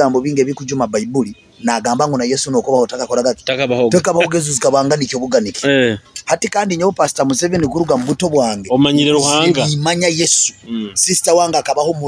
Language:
Nyoro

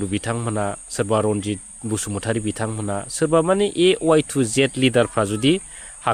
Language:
Bodo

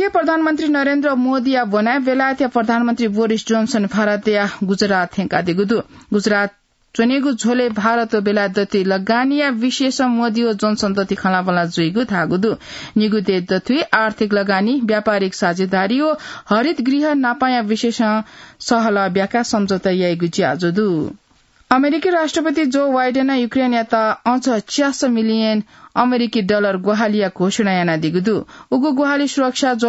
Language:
Newari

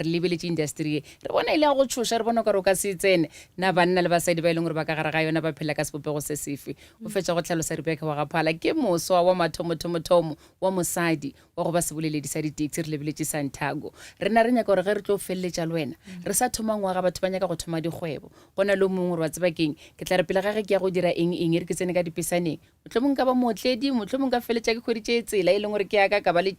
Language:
Northern Sotho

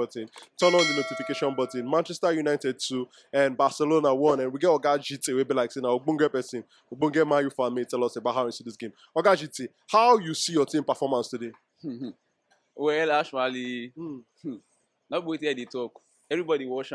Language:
Nigerian Pidgin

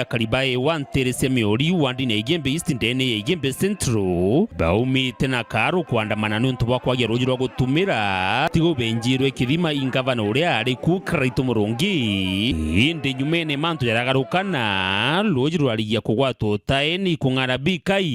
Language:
Meru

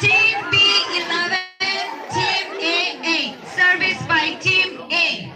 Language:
Tangkhul Naga (India)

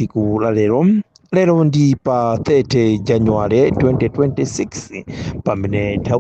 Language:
Nyanja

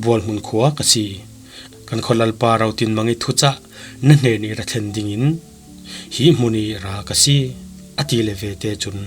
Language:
Falam Chin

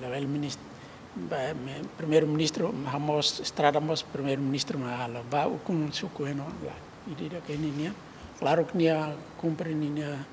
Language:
Tetum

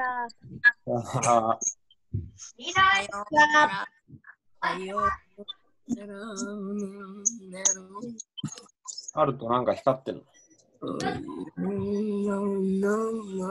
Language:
Japanese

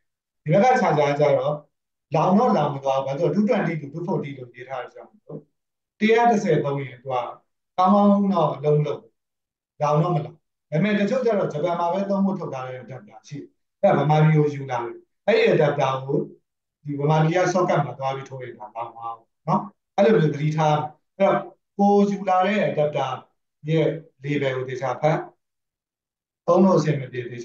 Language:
Burmese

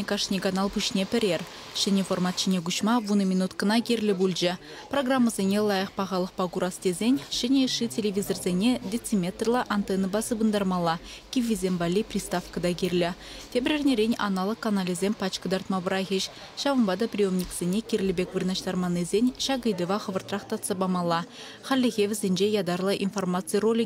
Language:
Chuvash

